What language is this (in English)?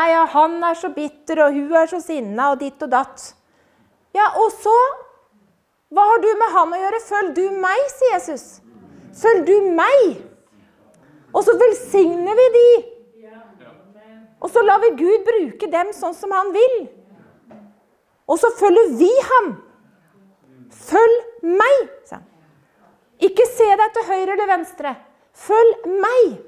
Norwegian